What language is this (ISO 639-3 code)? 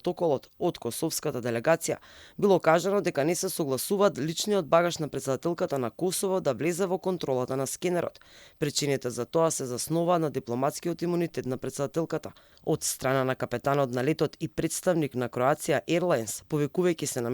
mkd